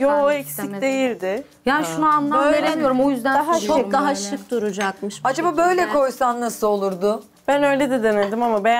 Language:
Turkish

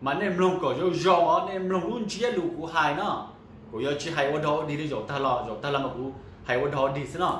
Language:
Hmong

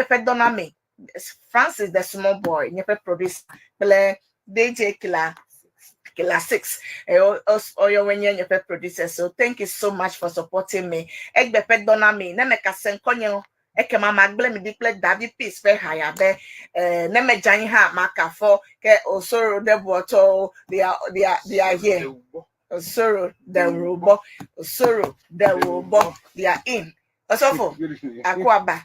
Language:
Ewe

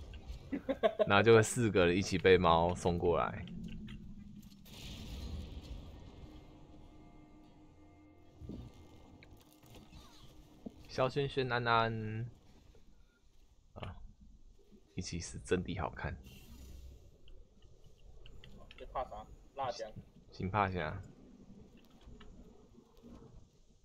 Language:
Chinese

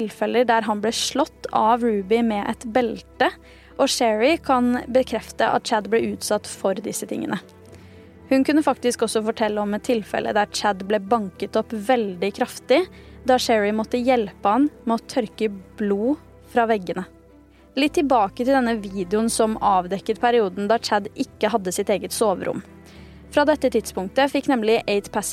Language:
Norwegian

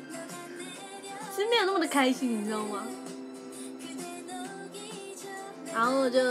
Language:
Chinese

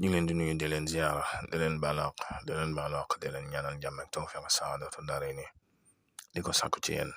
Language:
Wolof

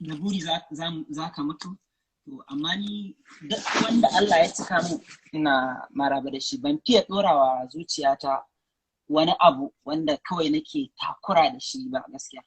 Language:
Hausa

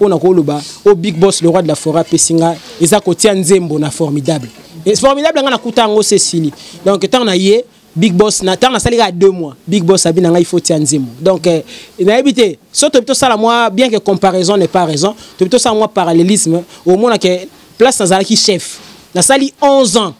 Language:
Lingala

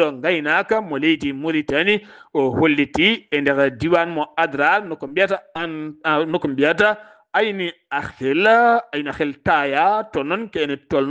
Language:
Fula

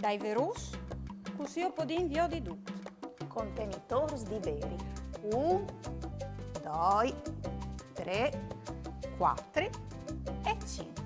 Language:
Friulian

